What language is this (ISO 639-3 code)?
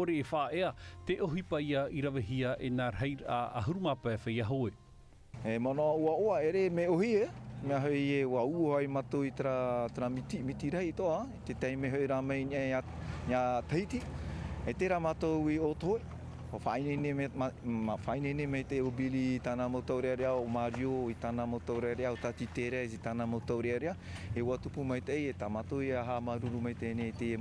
tah